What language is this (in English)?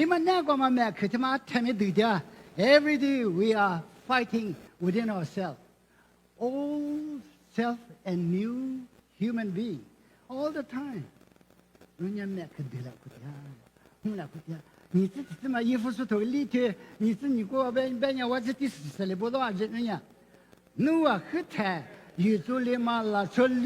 Lisu